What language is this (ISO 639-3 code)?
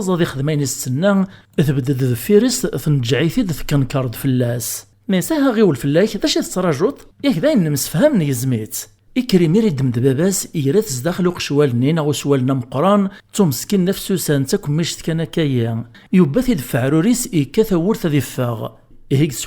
kab